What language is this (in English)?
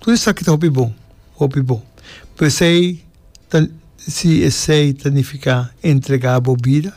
Papiamento